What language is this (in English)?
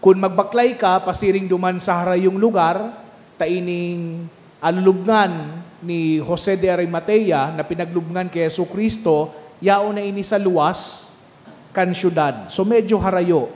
Bikol